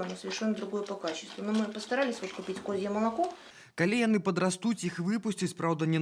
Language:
Belarusian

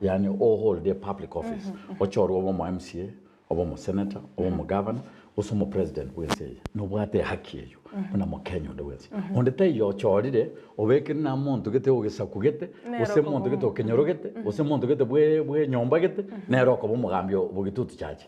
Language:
Gusii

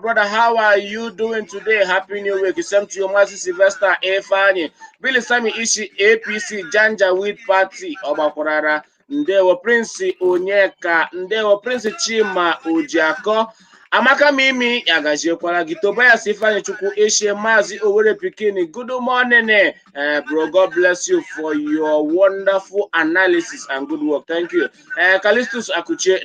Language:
Igbo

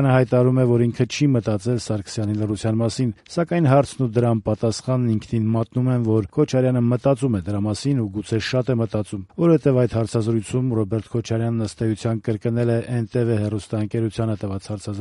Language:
Armenian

